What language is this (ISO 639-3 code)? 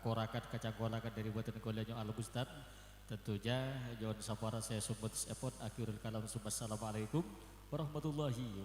mad